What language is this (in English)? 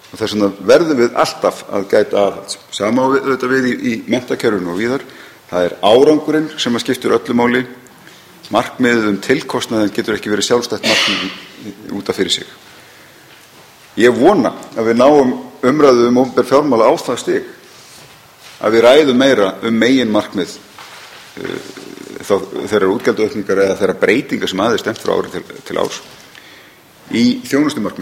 Icelandic